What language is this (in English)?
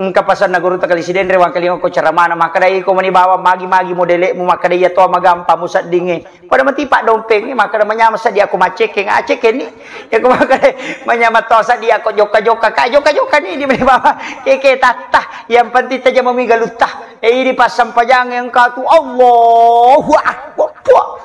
Buginese